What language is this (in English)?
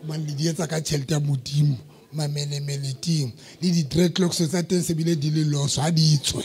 Southern Sotho